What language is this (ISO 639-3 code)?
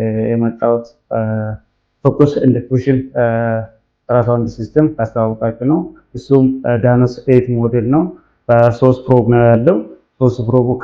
amh